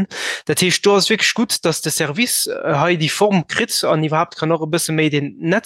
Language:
Luxembourgish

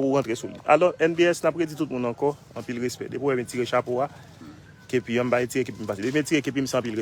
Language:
Haitian Creole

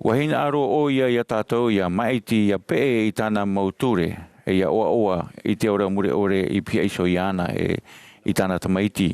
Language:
Tahitian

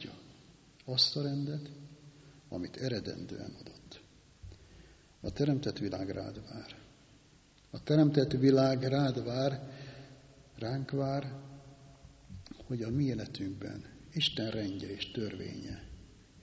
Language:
Hungarian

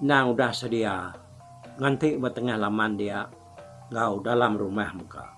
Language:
Iban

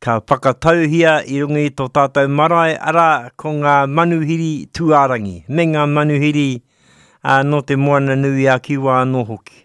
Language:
Māori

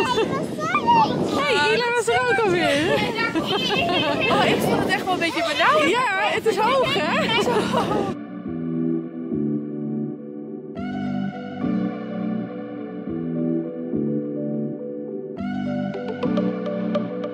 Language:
Dutch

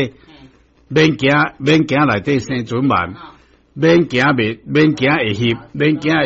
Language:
Min Nan Chinese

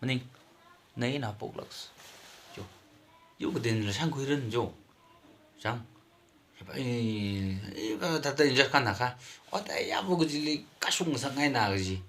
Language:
Tangkhul Naga (India)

